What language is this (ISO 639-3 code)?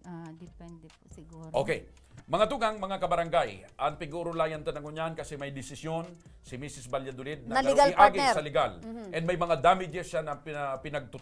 bik